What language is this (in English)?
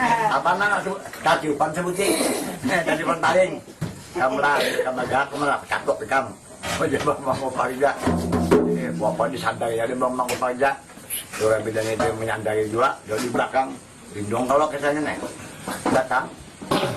Banjar